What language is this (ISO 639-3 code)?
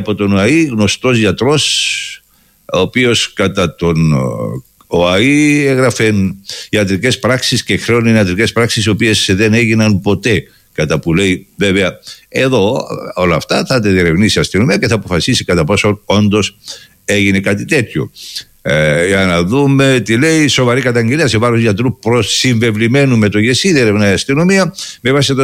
ell